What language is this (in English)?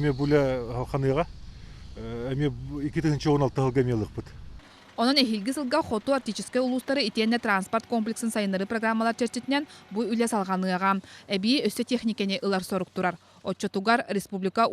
Yakut